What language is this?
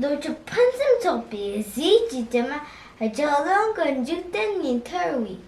Tibetan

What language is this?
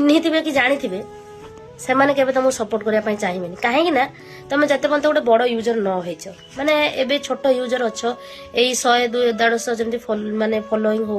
Odia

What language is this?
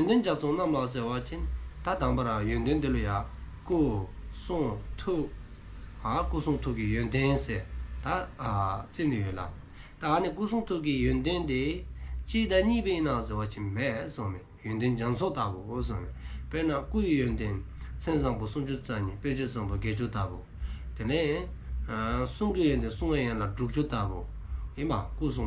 Dzongkha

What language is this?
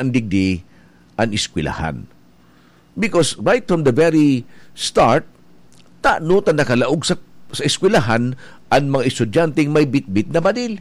Bikol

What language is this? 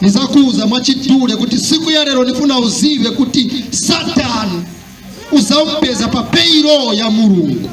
Nyanja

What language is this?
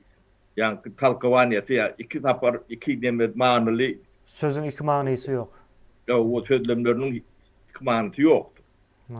Turkmen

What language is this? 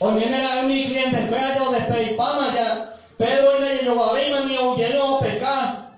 Guarani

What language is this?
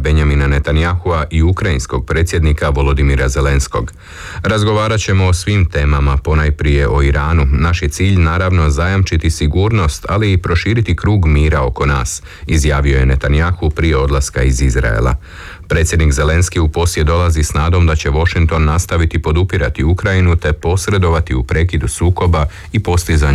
Croatian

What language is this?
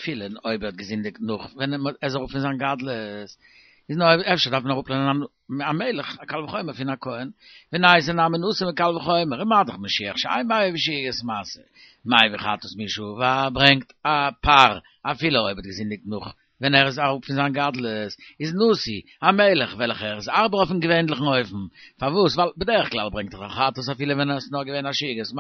Yiddish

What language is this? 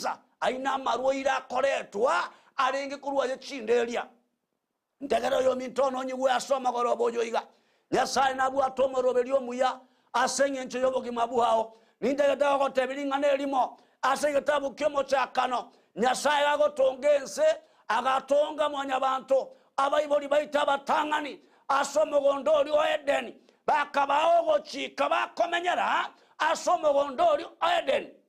Gusii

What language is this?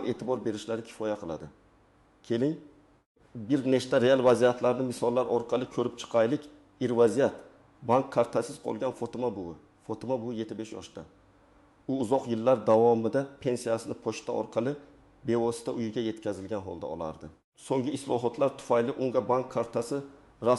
Uzbek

